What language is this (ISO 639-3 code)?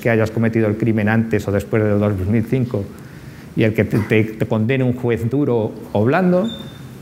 spa